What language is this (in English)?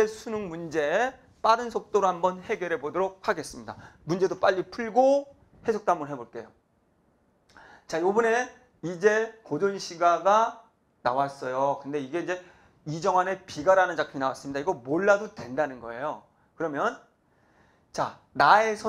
Korean